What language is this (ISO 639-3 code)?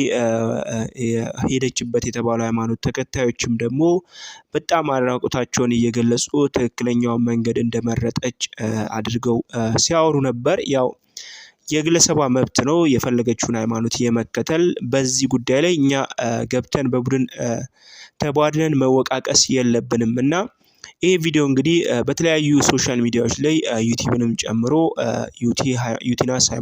amh